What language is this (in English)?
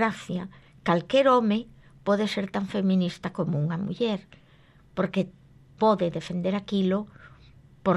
Galician